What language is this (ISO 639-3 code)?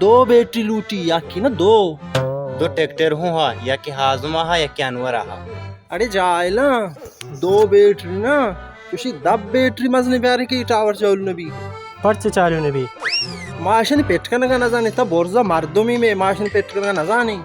bal